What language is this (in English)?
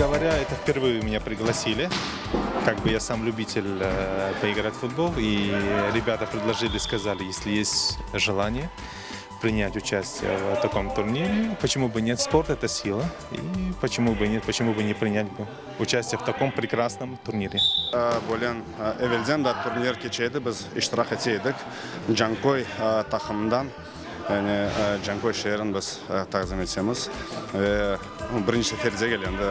Crimean Tatar